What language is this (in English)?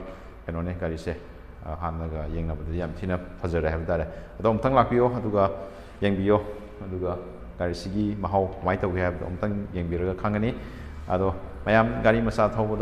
Manipuri